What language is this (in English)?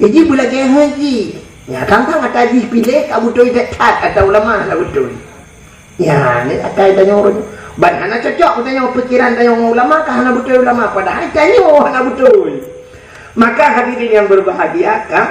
Achinese